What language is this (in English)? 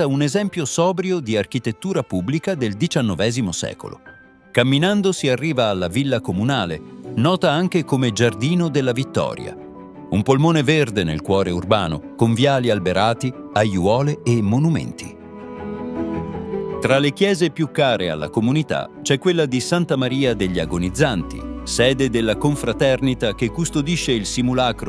Italian